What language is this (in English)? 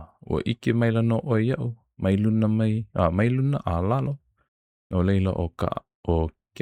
Hawaiian